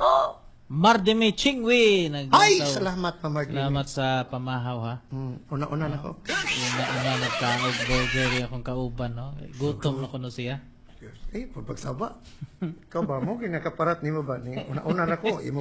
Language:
Cebuano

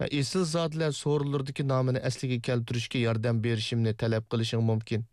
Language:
Uyghur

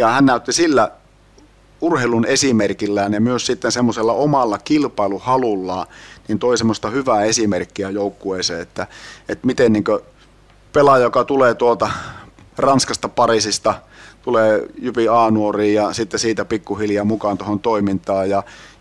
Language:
Finnish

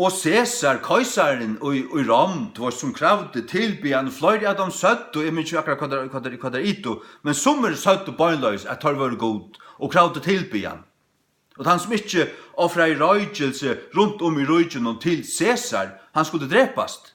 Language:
Faroese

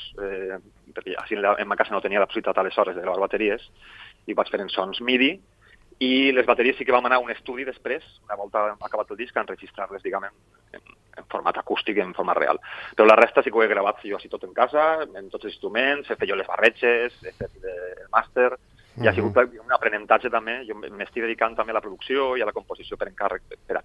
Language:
Catalan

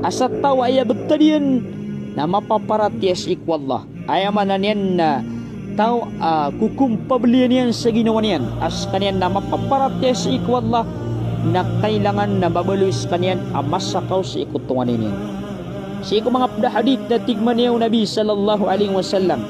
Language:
Maranao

